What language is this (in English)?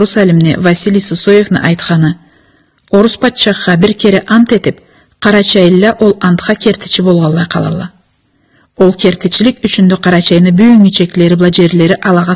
Karachay-Balkar